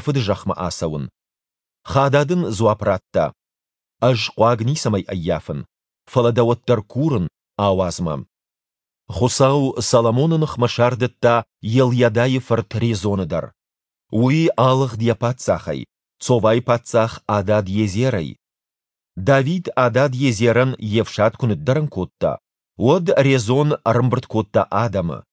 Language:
Ossetic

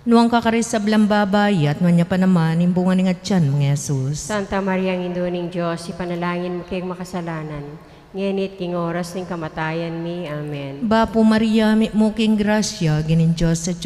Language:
Pampanga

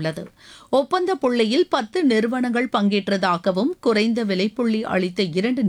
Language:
Tamil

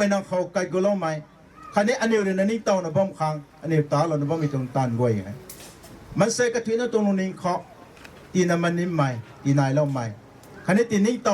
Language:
Rongmei Naga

